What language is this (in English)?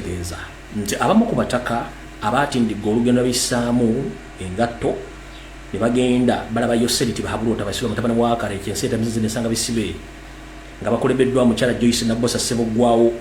Ganda